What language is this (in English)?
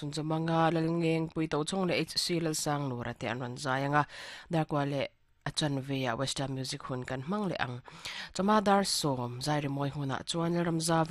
Mizo